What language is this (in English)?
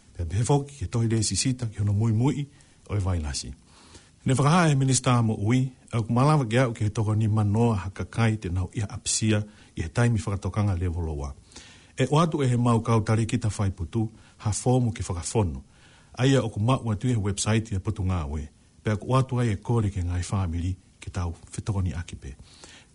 Tongan